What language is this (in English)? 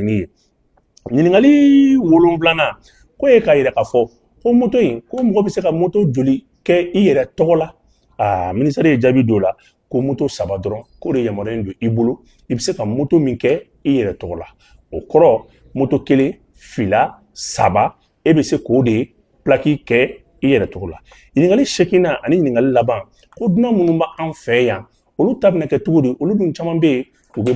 Bambara